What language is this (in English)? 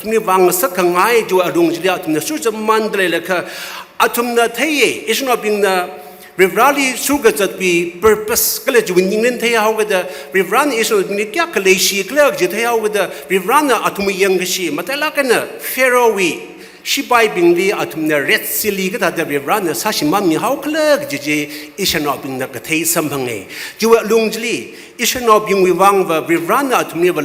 Tangkhul Naga (India)